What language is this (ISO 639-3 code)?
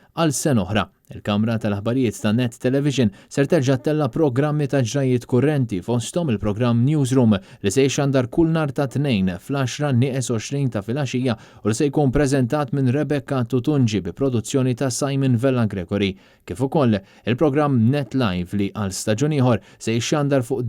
mlt